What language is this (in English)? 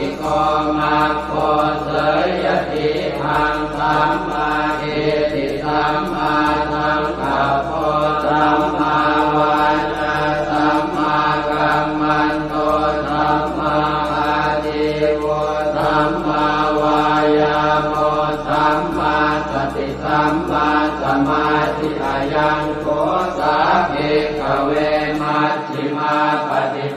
Pali